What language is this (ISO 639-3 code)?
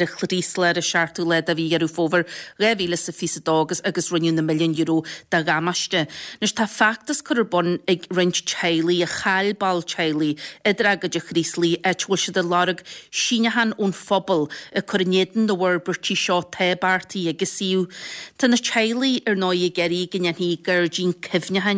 gle